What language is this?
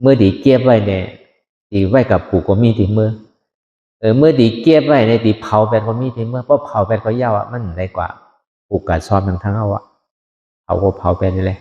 Shan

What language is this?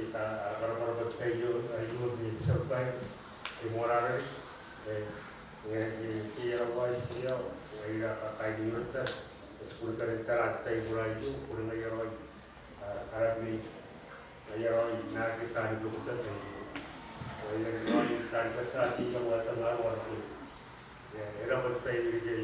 Gilbertese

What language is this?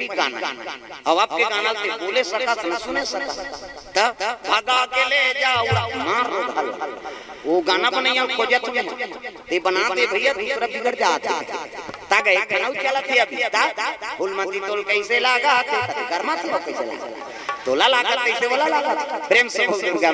Chhattisgarhi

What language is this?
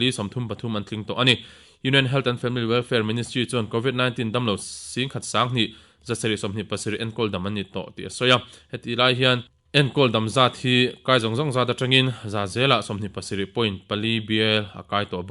Mizo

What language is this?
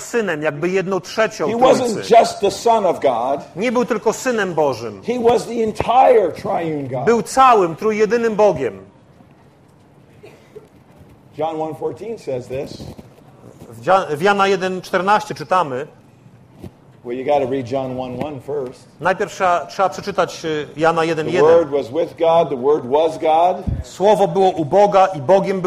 Polish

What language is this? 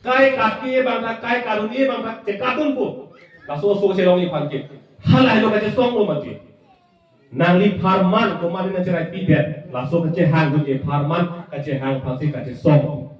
Karbi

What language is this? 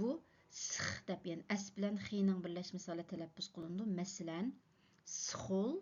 Uyghur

